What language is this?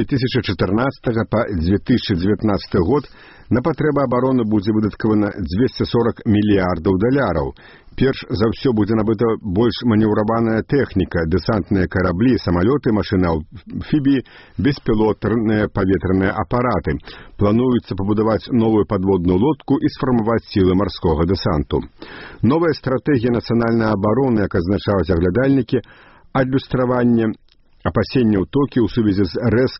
Belarusian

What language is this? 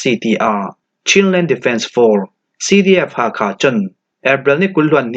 Falam Chin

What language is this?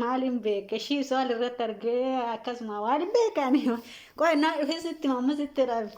Oromo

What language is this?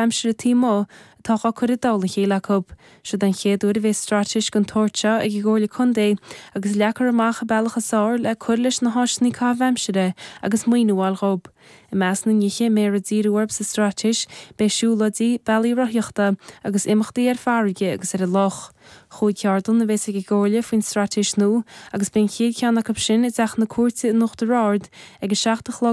Irish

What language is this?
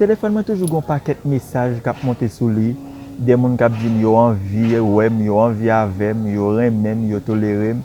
Haitian Creole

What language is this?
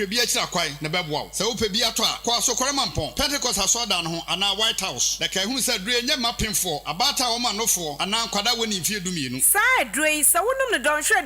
Akan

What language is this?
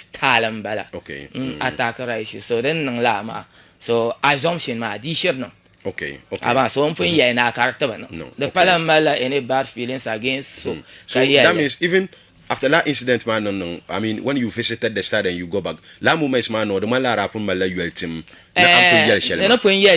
Dagbani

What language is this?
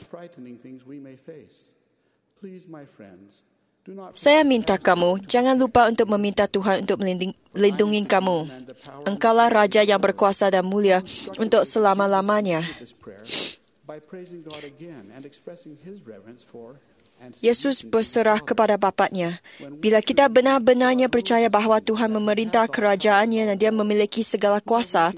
Malay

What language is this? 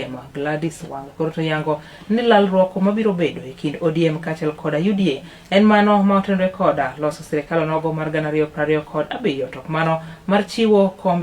Luo (Kenya and Tanzania)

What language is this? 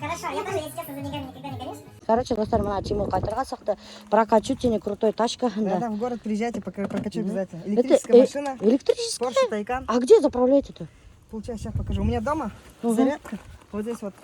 Bashkir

